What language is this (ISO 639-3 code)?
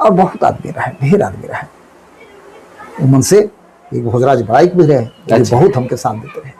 sck